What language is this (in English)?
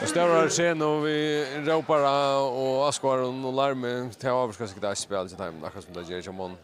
Faroese